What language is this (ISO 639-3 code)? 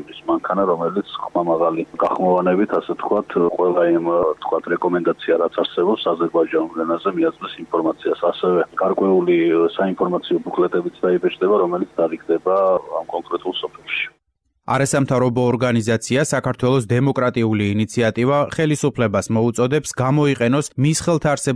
kat